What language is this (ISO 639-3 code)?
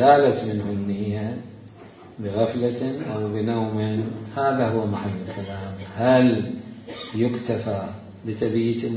acm